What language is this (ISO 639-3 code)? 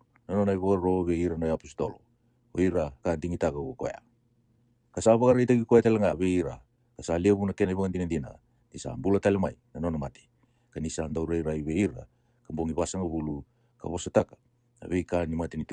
fij